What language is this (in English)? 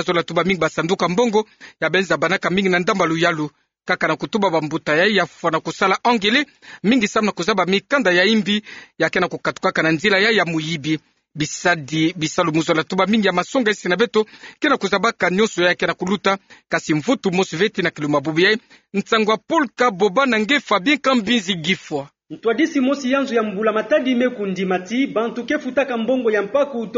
Kituba (Democratic Republic of Congo)